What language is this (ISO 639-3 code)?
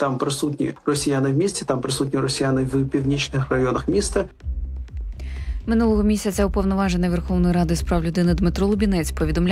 ukr